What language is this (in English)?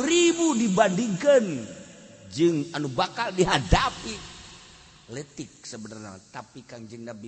Sundanese